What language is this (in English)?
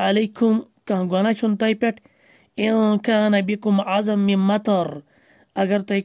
Kashmiri